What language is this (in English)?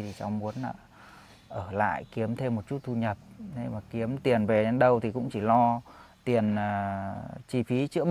Vietnamese